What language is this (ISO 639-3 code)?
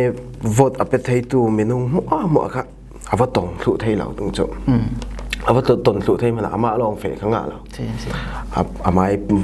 cfm